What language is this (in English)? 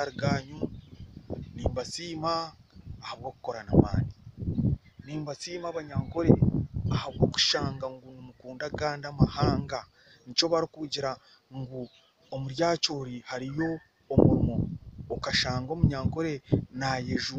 Nyankole